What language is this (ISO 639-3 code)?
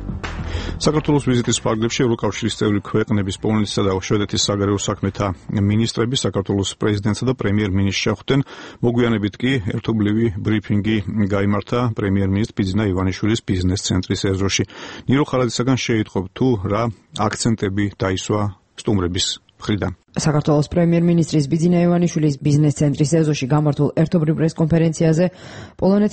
kat